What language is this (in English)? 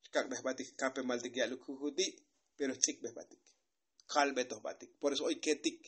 Tzotzil